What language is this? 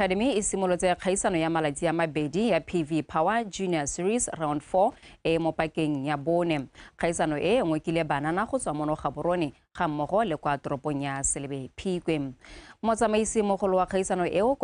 Tswana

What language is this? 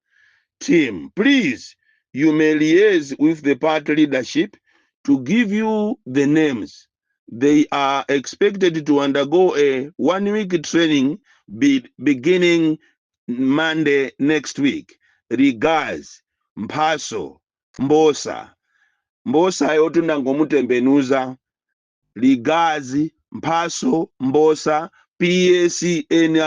Nyanja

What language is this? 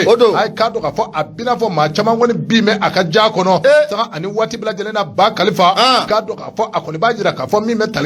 Bambara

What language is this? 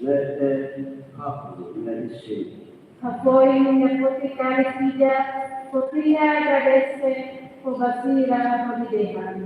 Tetum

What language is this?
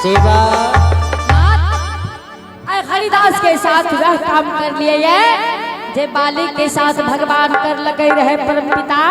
Angika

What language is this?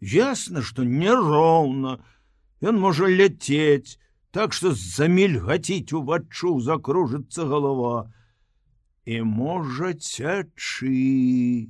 Belarusian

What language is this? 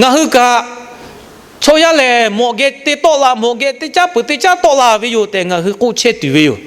Lahu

